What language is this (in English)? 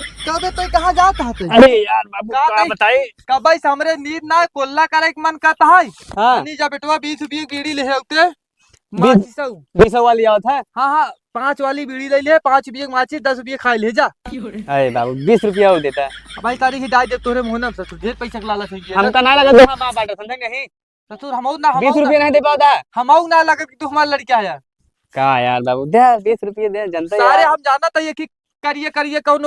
Awadhi